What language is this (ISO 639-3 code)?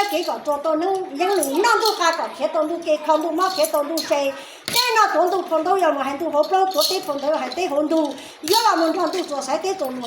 hmn